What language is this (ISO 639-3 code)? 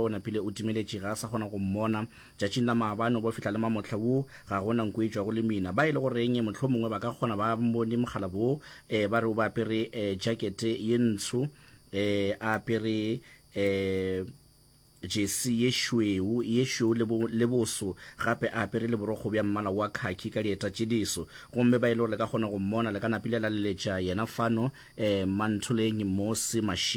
nso